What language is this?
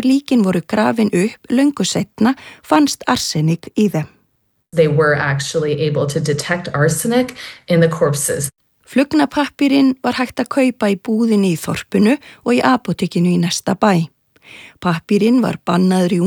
Icelandic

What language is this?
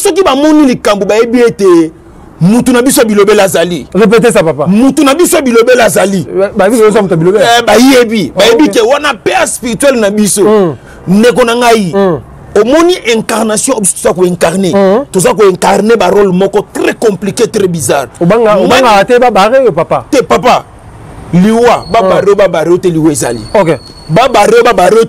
Lingala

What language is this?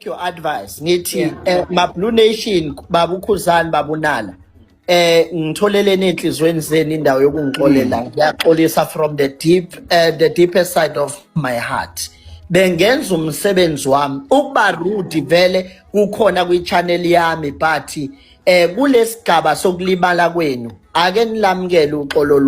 Zulu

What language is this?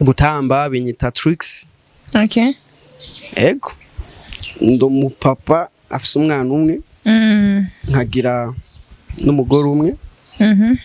Rundi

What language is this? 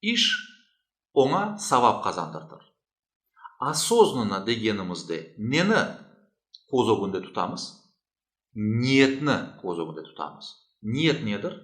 Crimean Tatar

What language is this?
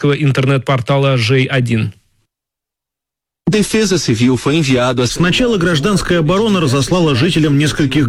Russian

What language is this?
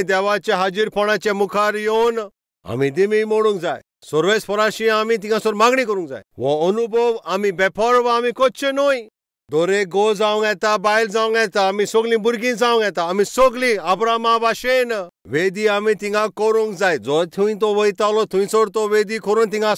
Konkani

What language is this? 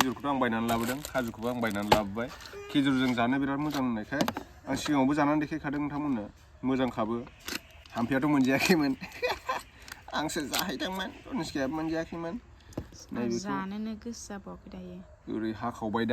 Bodo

